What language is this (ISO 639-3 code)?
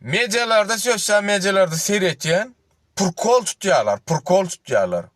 tuk